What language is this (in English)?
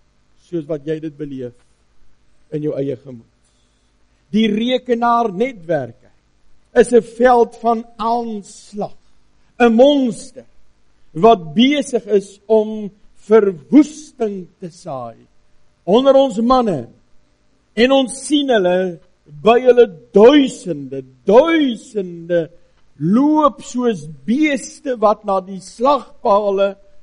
Afrikaans